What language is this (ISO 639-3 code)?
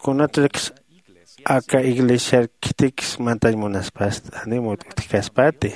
aym